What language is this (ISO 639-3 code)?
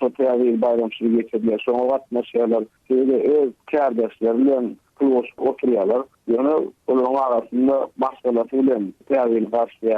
tuk